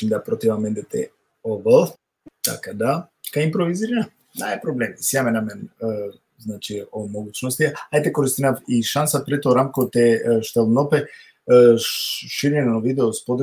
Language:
Balkan Romani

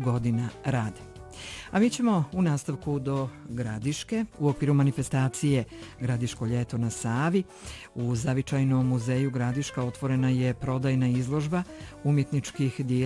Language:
Bosnian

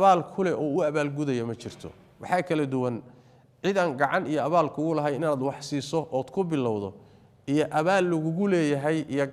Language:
Somali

